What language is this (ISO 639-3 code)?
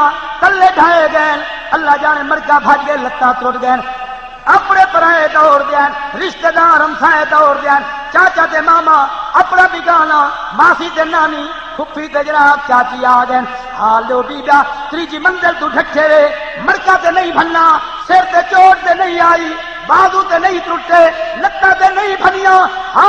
skr